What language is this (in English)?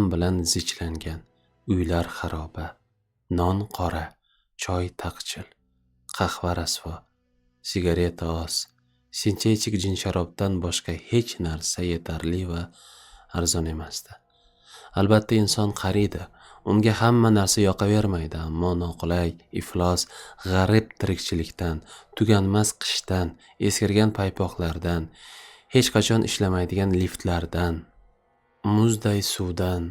Uzbek